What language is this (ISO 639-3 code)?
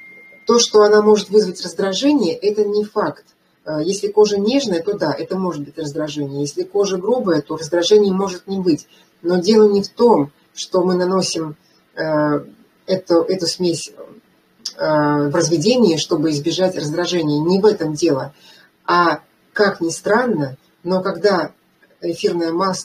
rus